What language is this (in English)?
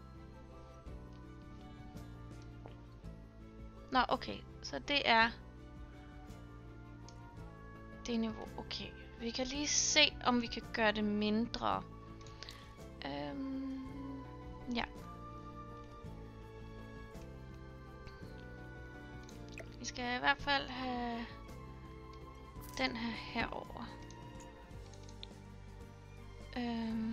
Danish